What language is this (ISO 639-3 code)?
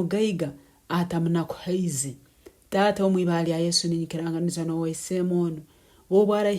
nyn